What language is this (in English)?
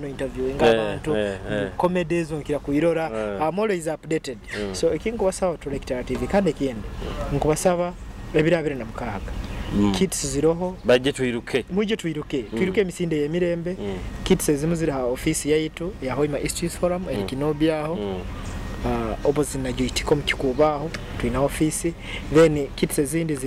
Nyoro